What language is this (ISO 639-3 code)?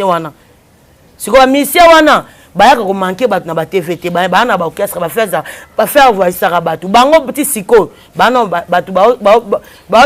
lin